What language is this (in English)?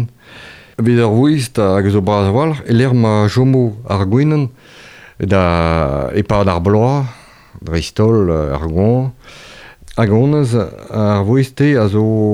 Breton